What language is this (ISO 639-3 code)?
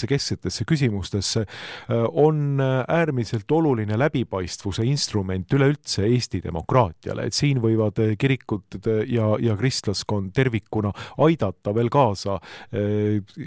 est